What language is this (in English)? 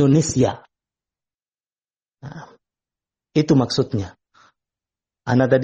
Indonesian